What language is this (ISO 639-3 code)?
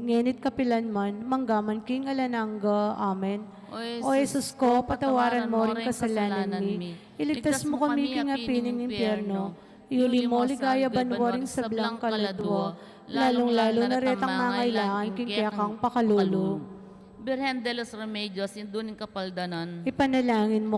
pam